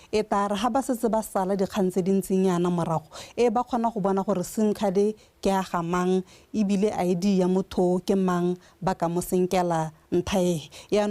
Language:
Tswana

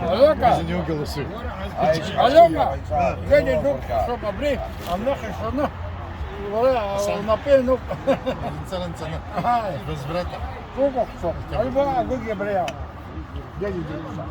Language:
Abkhazian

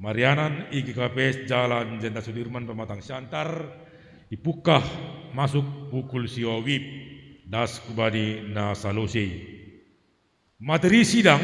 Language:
Batak Simalungun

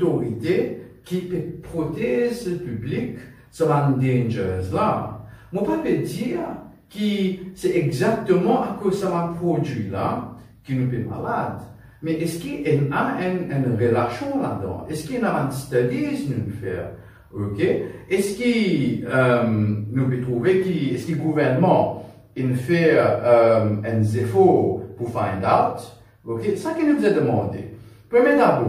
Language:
Morisyen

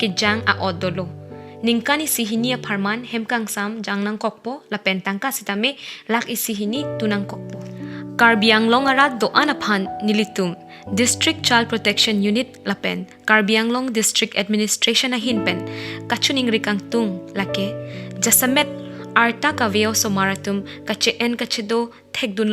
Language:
Karbi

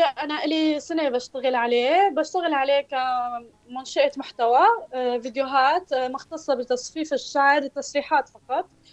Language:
North Levantine Arabic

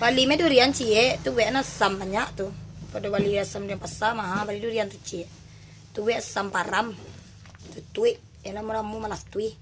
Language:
Minangkabau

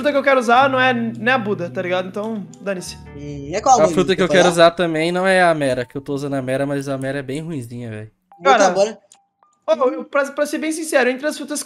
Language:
Portuguese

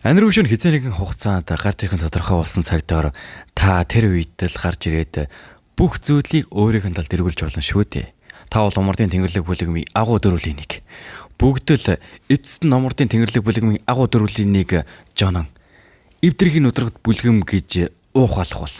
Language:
Mongolian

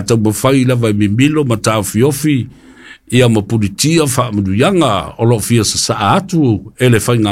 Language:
Samoan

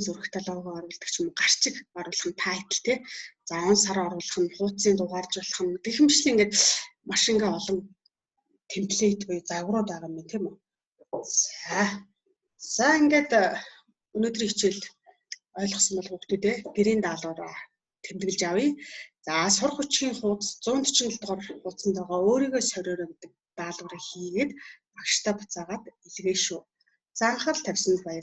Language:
Mongolian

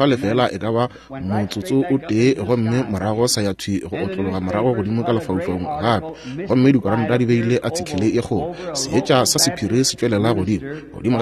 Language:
Northern Sotho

